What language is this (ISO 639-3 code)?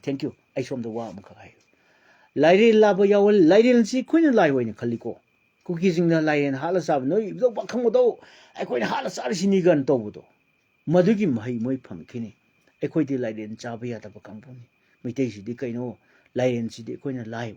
mni